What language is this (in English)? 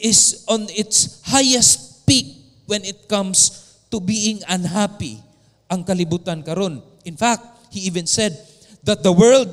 Cebuano